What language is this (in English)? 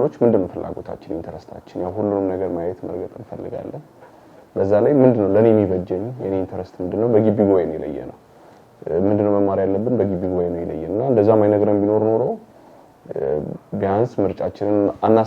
Amharic